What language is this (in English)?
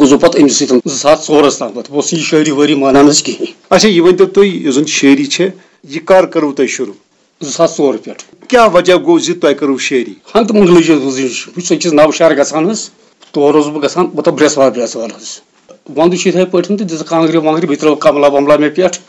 Kashmiri